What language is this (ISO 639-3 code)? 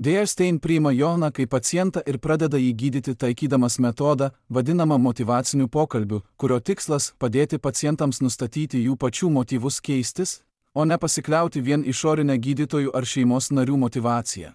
lit